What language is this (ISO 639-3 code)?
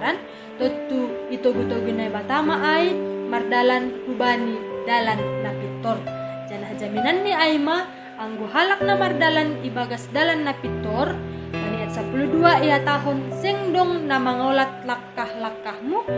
bts